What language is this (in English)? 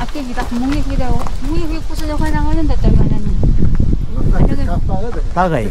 Taroko